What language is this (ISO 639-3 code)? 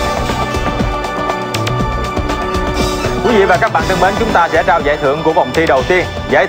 vie